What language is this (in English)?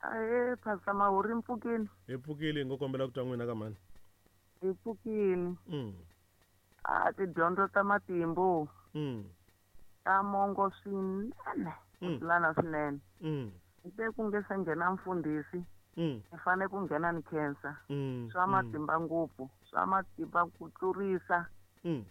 Tsonga